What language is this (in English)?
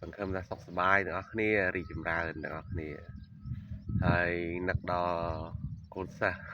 Khmer